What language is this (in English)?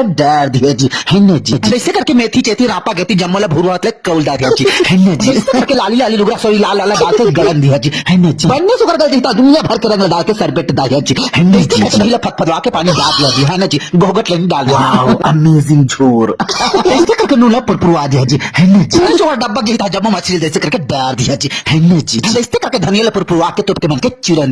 Chhattisgarhi